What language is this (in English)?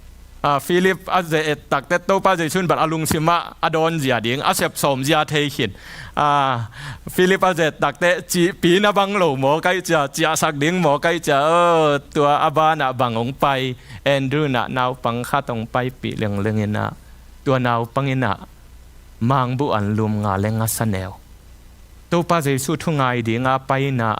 Tedim Chin